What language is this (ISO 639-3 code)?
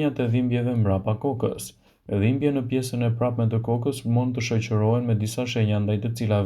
sqi